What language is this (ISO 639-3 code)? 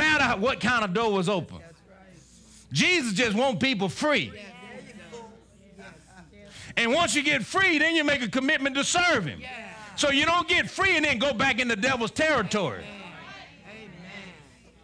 eng